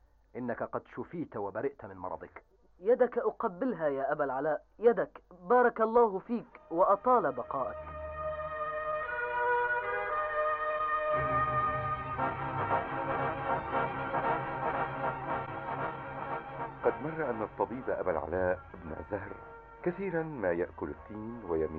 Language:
Arabic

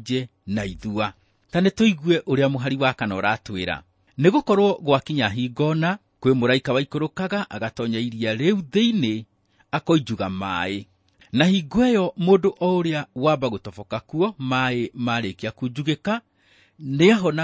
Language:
Kikuyu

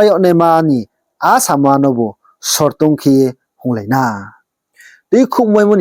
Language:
Riang (India)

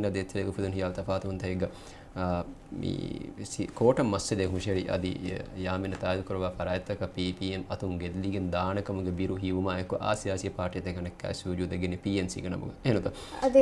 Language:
Divehi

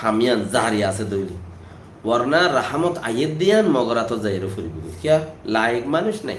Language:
Rohingya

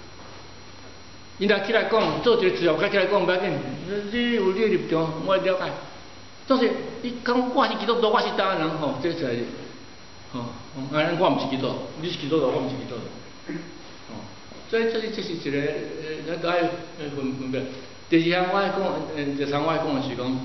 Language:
Min Nan Chinese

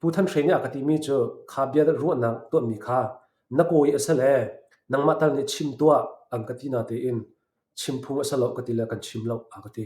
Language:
Hakha Chin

